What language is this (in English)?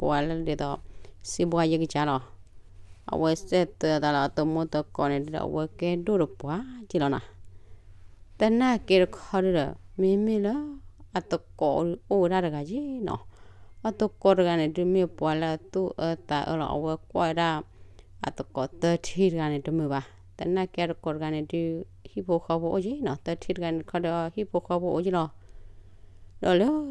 S'gaw Karen